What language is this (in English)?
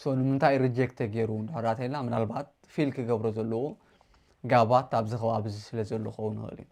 Tigrinya